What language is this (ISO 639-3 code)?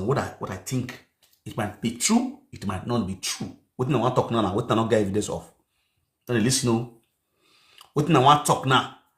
pcm